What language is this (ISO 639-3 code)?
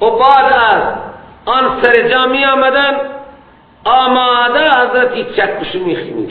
fas